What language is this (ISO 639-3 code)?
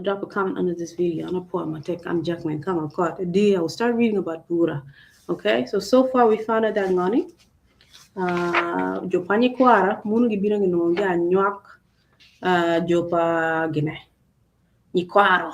ach